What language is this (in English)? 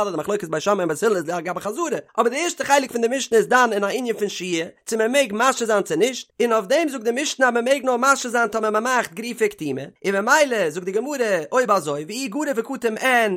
Yiddish